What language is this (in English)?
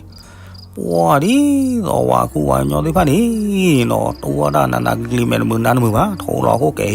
S'gaw Karen